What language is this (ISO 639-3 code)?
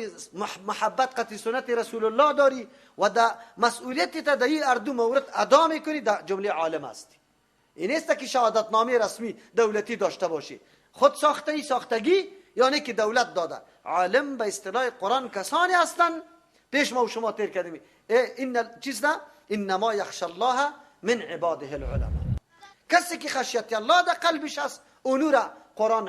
fas